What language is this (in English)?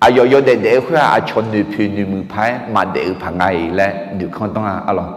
Akha